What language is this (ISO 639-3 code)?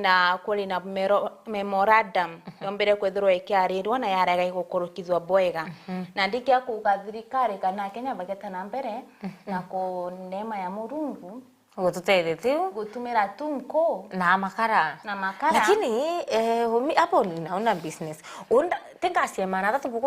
mer